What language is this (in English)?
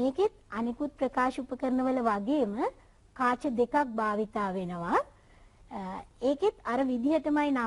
Sinhala